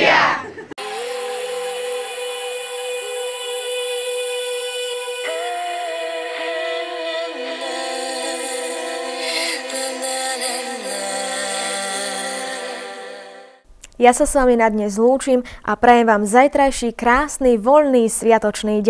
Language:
Slovak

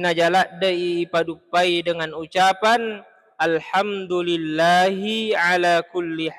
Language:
Buginese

